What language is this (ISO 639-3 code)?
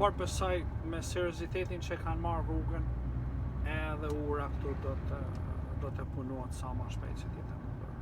sqi